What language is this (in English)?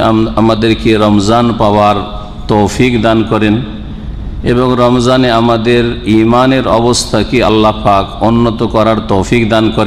Bangla